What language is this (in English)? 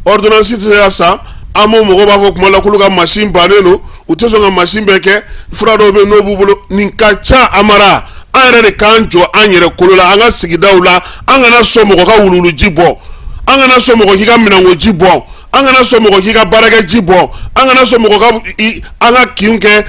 Bambara